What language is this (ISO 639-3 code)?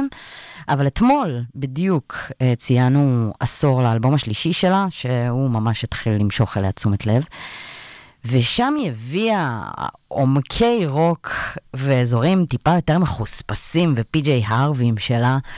heb